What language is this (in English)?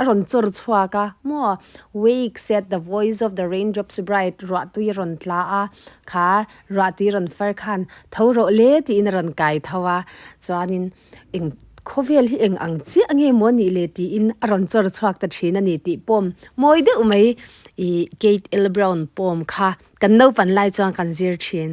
Mizo